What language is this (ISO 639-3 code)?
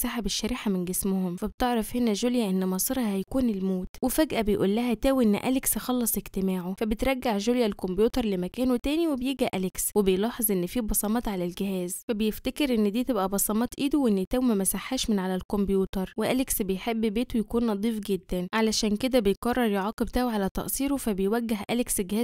arz